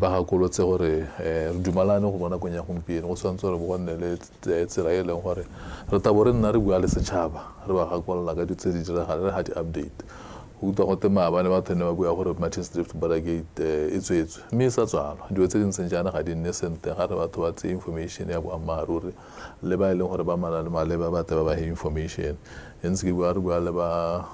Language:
Tswana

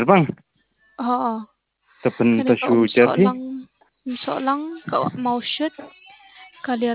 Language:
Khasi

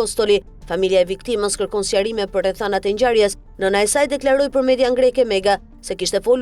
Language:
Albanian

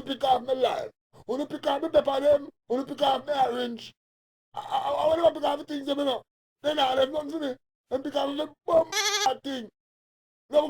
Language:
Jamaican Creole English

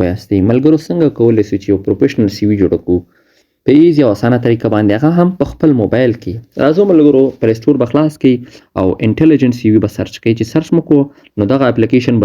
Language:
Pashto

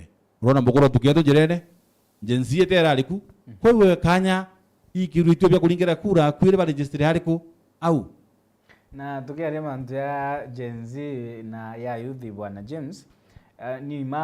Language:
Meru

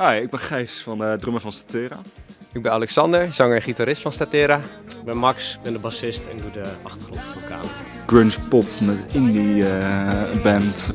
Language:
Western Frisian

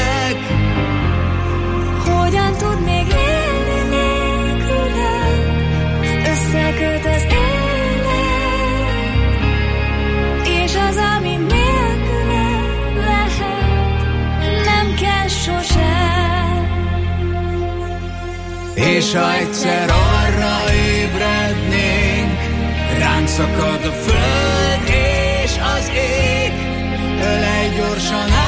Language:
Hungarian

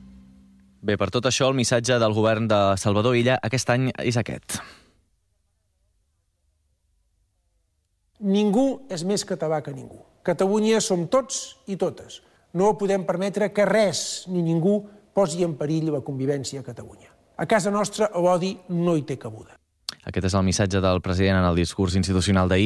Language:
Catalan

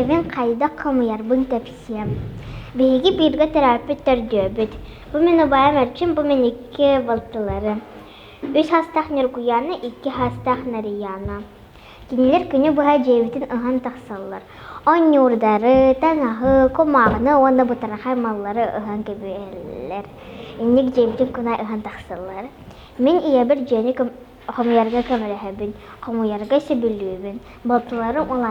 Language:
Yakut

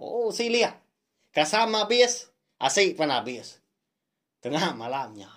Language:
Iban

